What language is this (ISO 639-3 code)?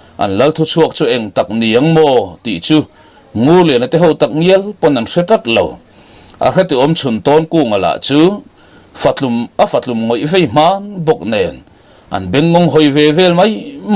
lus